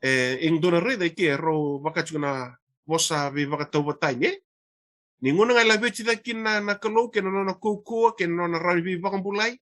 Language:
Fijian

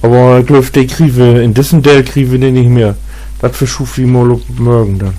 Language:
Low German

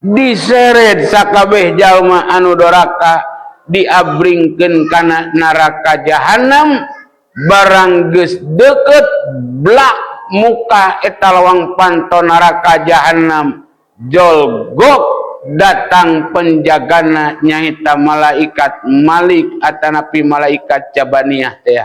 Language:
Sundanese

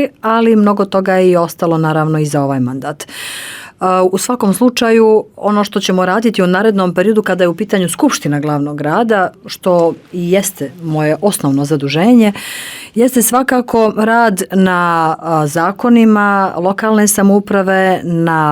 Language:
Bosnian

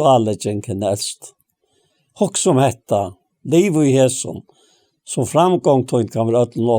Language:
Faroese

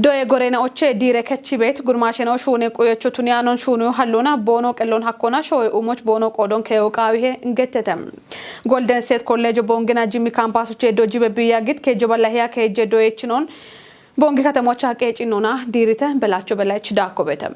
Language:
Kafa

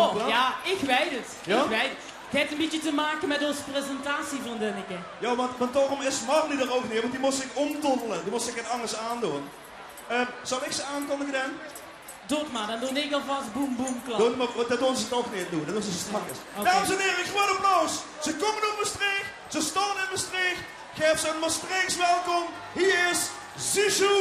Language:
Limburgish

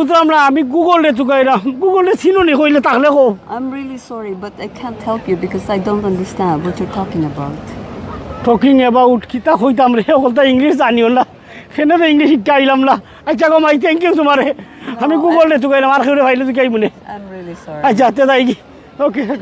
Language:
Sylheti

